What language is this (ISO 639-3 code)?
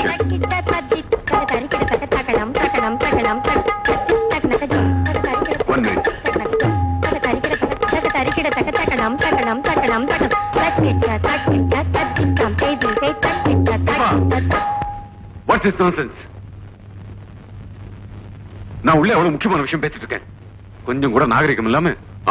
tam